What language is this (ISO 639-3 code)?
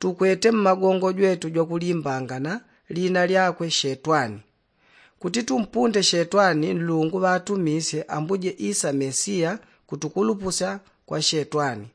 yao